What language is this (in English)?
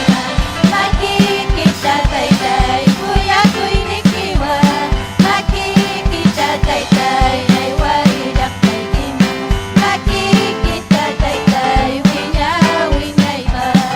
Ayacucho Quechua